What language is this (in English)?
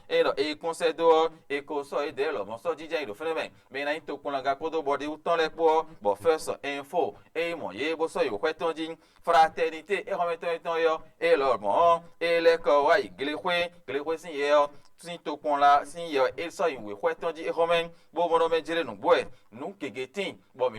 Fon